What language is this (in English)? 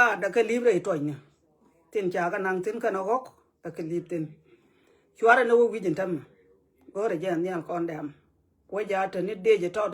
Nuer